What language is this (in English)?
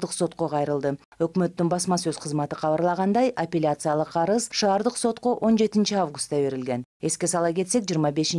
Kyrgyz